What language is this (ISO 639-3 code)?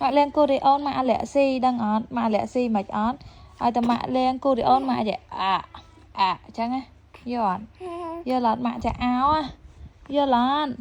khm